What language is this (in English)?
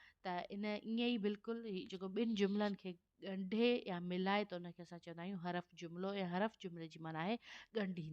Sindhi